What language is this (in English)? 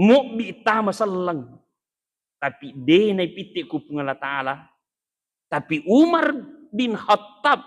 Buginese